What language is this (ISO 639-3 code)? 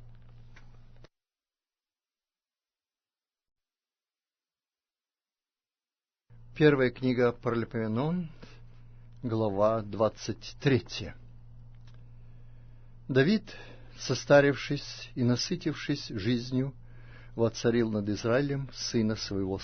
rus